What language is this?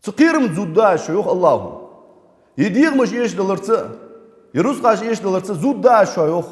Ingush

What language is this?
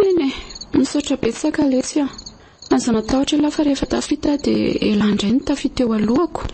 Malagasy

